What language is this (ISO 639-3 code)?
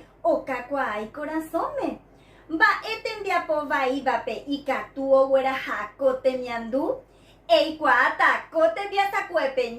grn